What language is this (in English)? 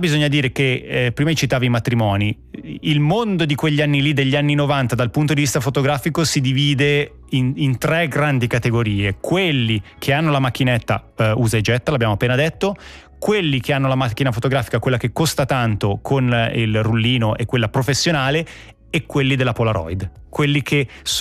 Italian